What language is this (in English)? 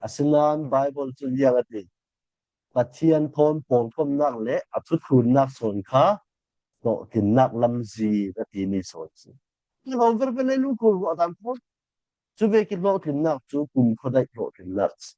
Falam Chin